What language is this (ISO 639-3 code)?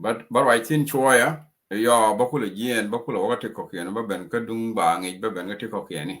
nus